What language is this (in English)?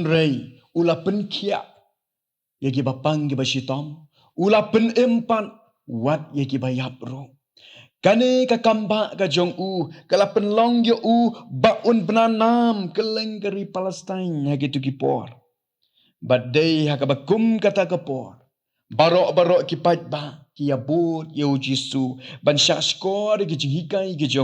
Khasi